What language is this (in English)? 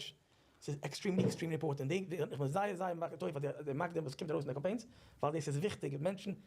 Yiddish